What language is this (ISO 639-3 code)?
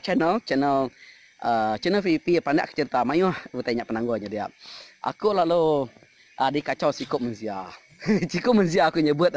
iba